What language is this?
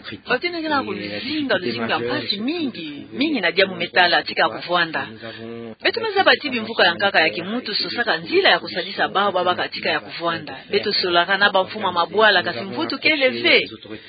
Kituba (Democratic Republic of Congo)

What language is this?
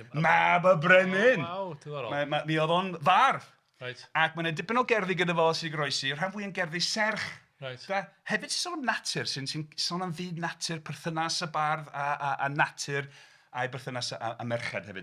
Welsh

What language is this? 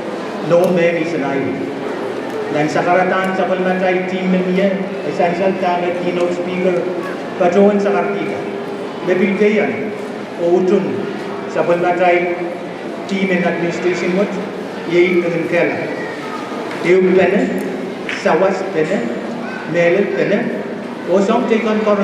Pohnpeian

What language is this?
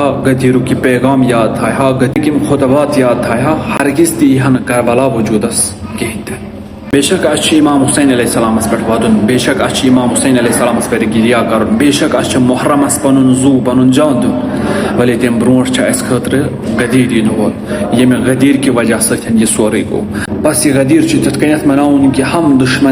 Kashmiri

